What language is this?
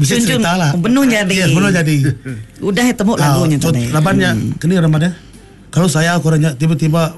Iban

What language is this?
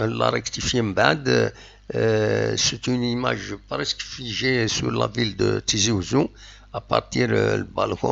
Kabyle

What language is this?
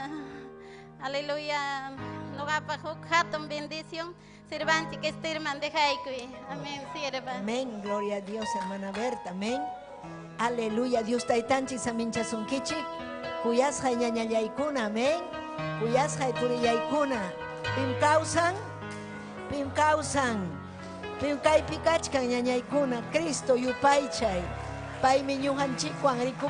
Ayacucho Quechua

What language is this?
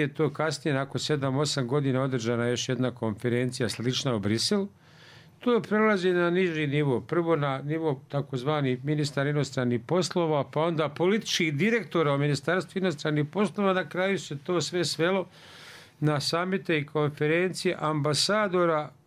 Bosnian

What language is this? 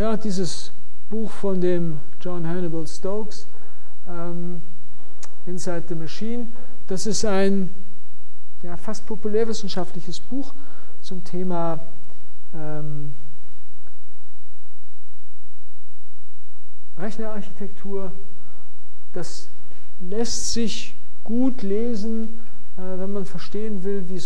German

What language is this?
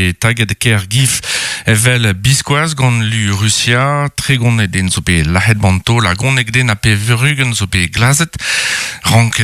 Breton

